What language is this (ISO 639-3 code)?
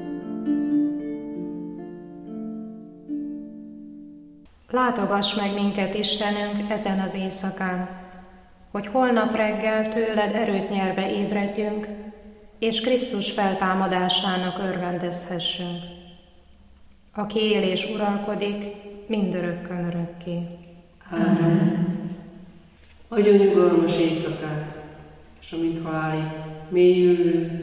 hun